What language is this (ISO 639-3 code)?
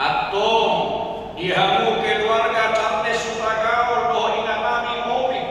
bbc